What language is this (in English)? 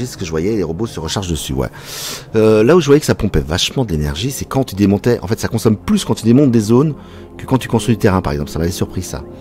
French